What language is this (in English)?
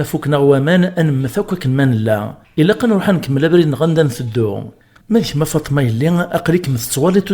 Kabyle